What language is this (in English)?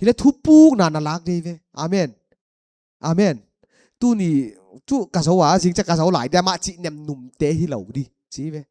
Paite Chin